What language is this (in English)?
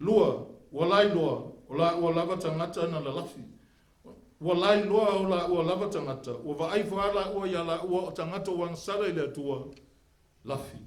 Samoan